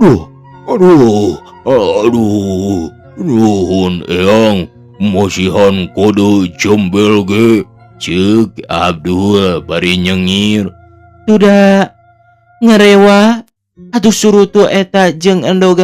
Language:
Sundanese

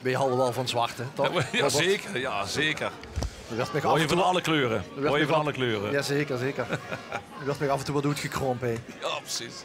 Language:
Limburgish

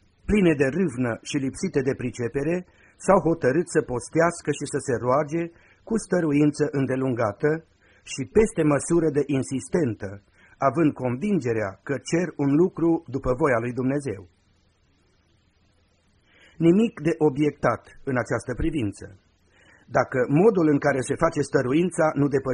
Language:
Romanian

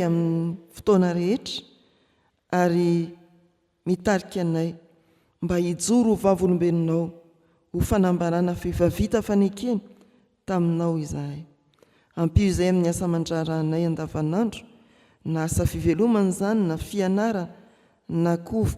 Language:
Malagasy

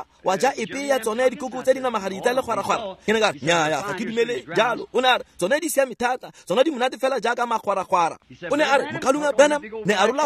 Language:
Tswana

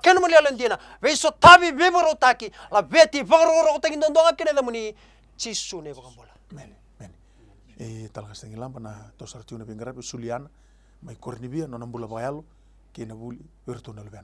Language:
Fijian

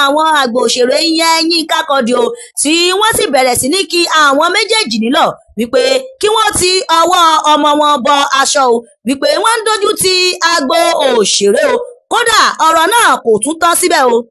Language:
Yoruba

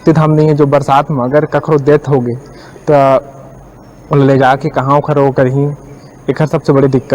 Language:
Chhattisgarhi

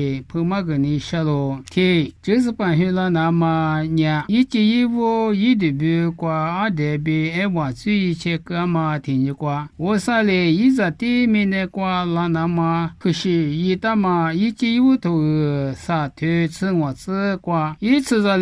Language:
Lisu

